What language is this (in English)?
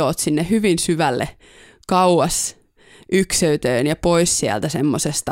Finnish